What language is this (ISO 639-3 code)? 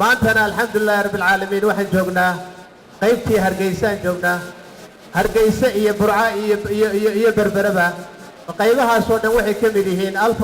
som